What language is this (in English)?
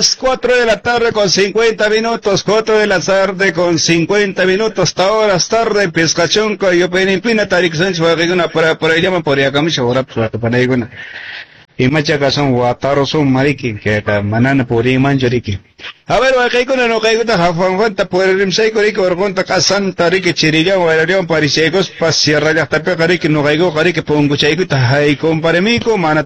Quechua